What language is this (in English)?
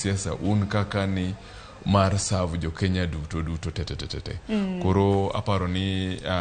Luo (Kenya and Tanzania)